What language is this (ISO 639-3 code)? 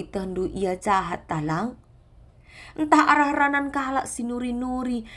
btx